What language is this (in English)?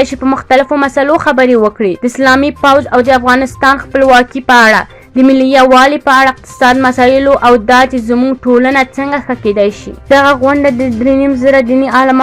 Pashto